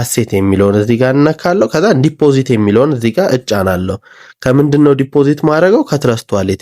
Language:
Amharic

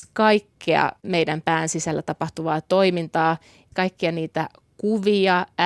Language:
Finnish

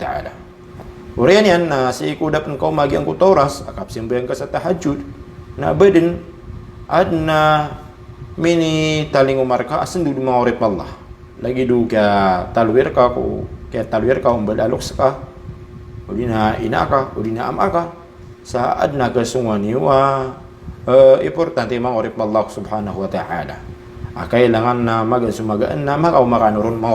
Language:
Maranao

